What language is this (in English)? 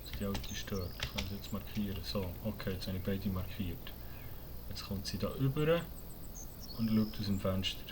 Swiss German